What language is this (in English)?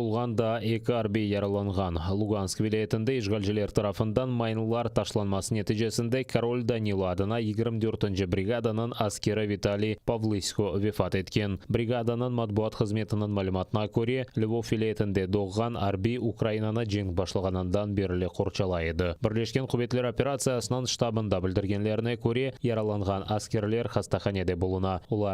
Crimean Tatar